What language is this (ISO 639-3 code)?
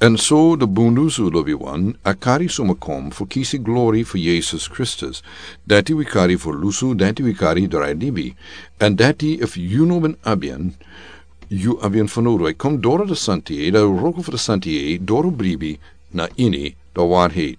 srn